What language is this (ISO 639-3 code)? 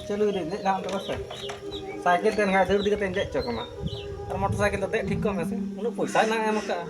sat